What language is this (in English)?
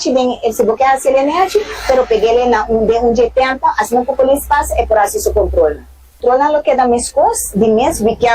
Papiamento